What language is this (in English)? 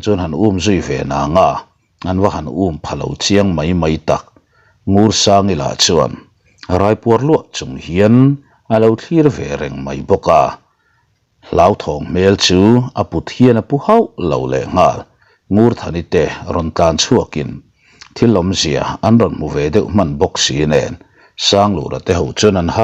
Mizo